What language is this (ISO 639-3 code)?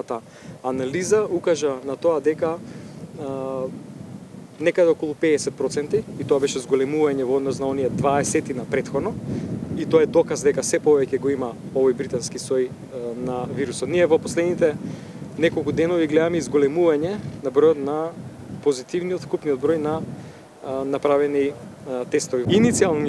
mkd